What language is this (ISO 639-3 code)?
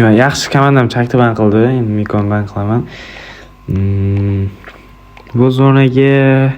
uzb